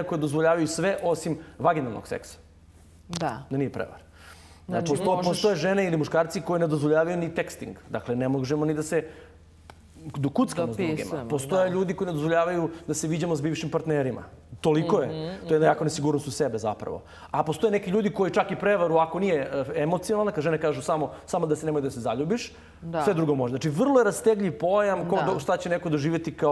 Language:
Serbian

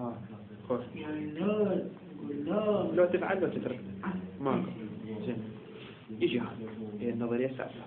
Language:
Mesopotamian Arabic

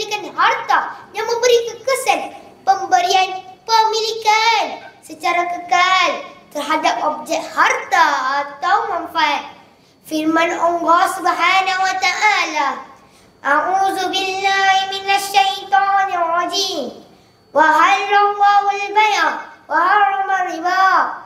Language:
Malay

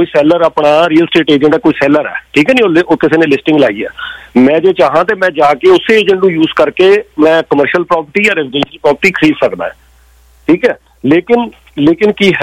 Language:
Punjabi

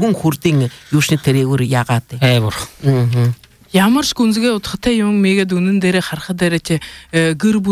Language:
Buriat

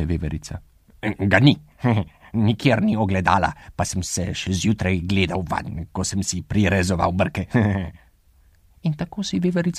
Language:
Slovenian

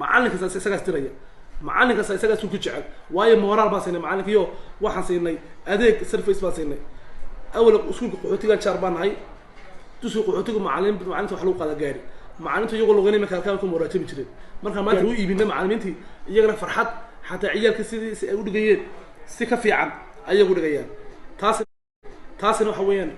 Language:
Somali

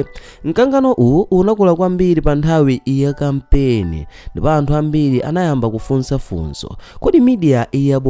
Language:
Nyanja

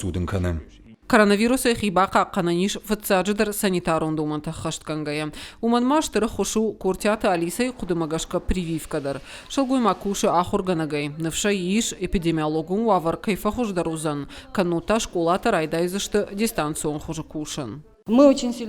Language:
Ossetic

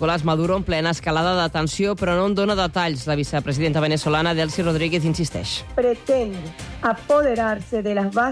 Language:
Catalan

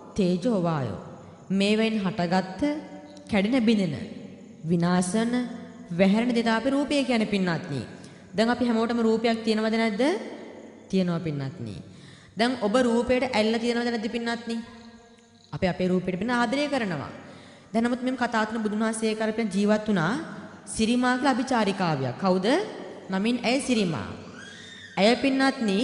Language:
Sinhala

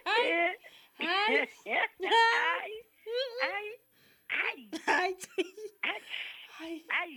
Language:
Southern Sotho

